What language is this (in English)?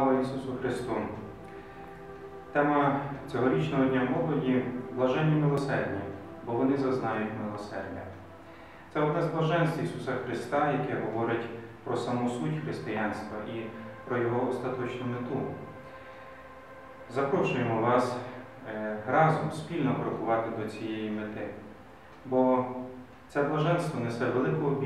Ukrainian